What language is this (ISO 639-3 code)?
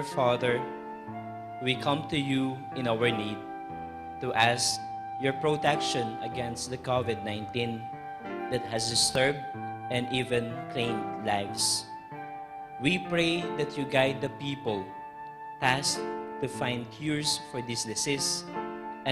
pam